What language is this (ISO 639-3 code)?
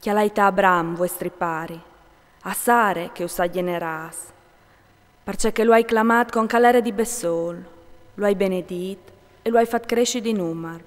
fur